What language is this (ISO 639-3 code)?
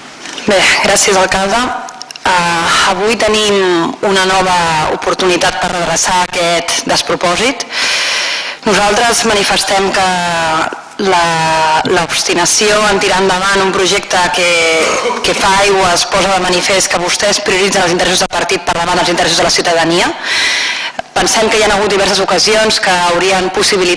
cat